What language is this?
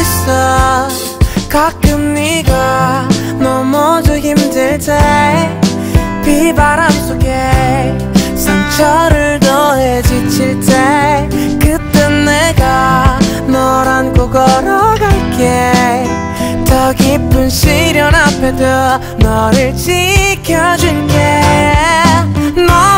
Korean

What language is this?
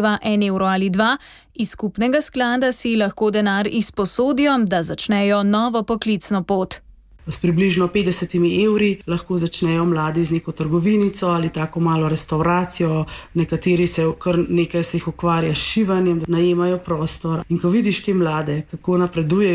Slovenian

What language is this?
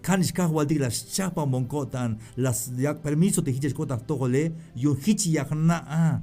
Tzeltal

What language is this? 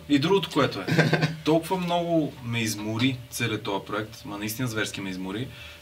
Bulgarian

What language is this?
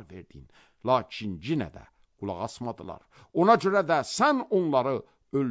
Azerbaijani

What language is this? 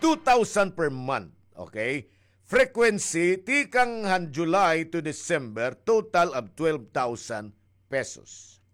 Waray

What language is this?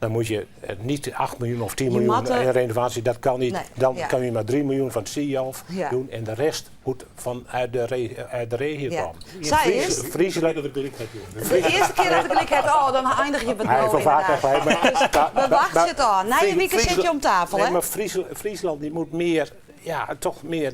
Western Frisian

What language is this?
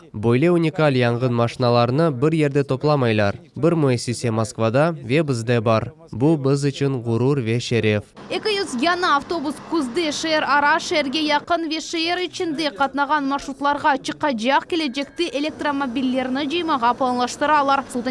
Crimean Tatar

